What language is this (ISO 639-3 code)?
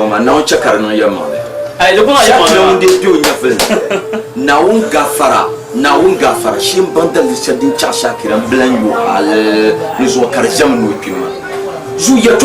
dag